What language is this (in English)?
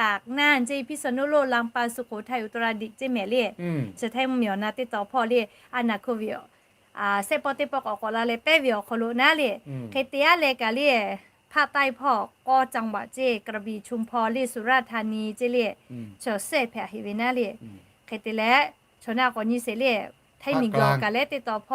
Lahu